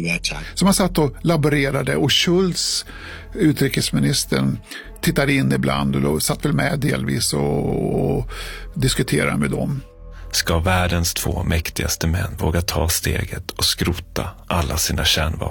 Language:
Swedish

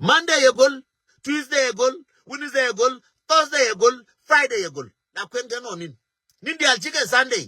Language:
Nuer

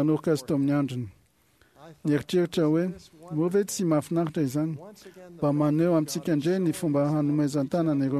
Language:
Malagasy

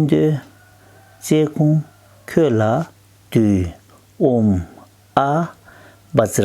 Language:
Tibetan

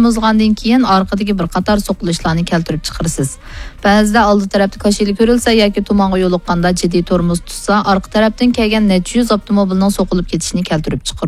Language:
Uyghur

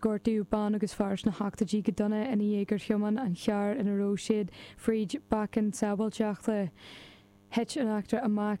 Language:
Irish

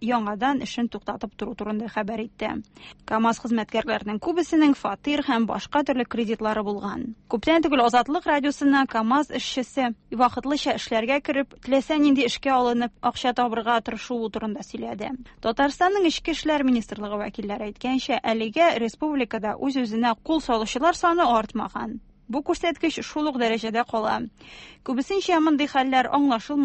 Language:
Tatar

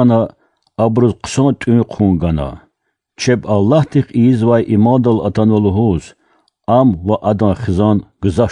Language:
Lezghian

